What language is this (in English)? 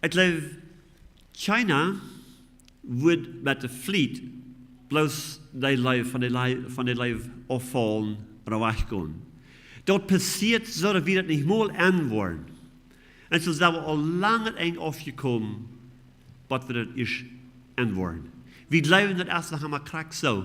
Plautdietsch